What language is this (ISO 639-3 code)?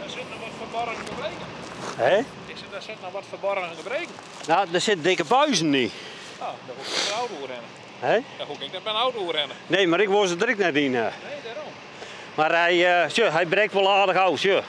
fry